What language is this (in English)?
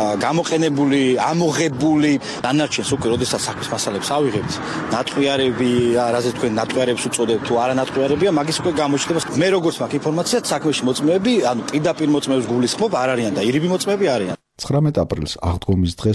Georgian